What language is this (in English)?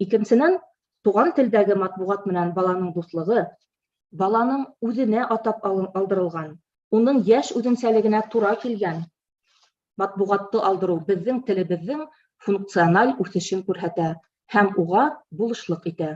Bashkir